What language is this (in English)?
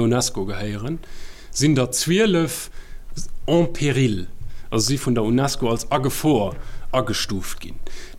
Luxembourgish